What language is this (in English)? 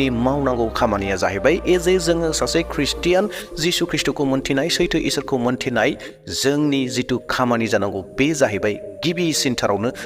Bodo